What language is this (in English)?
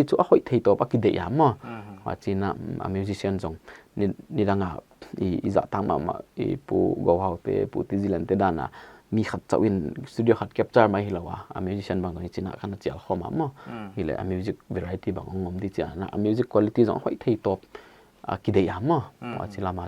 Paite Chin